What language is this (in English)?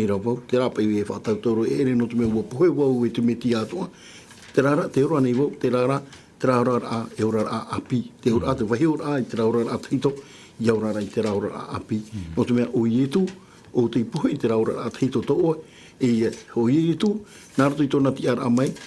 Tahitian